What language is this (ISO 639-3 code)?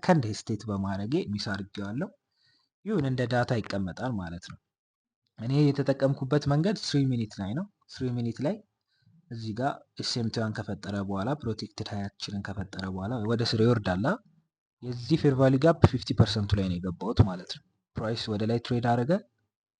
amh